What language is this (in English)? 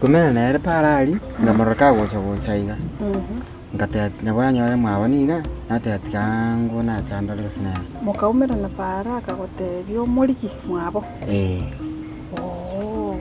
Gusii